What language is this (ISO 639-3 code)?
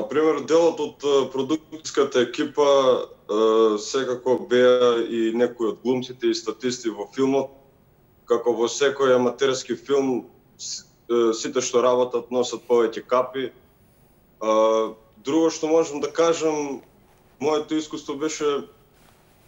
mkd